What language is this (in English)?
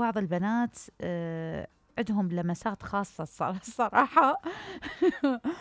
Mesopotamian Arabic